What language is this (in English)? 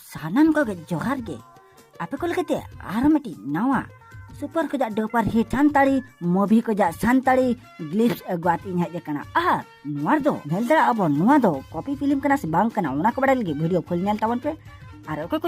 Santali